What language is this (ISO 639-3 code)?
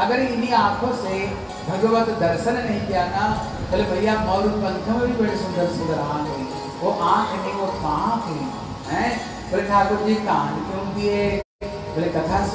hin